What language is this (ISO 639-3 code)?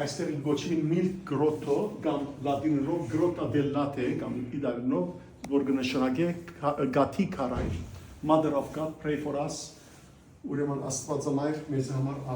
hyw